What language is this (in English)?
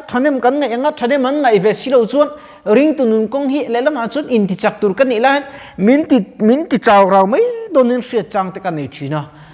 Mizo